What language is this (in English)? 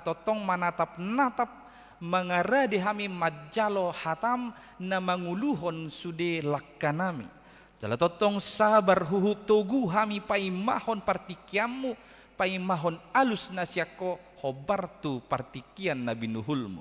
Batak Toba